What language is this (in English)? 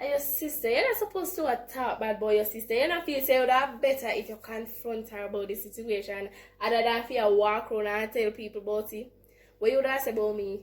Jamaican Creole English